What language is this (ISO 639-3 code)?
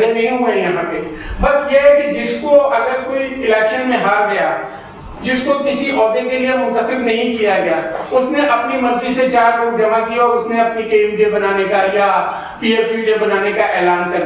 urd